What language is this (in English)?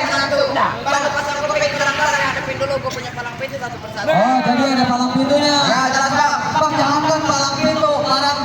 Betawi